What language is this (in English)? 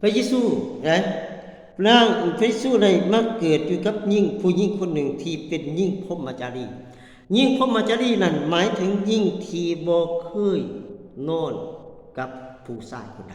Lao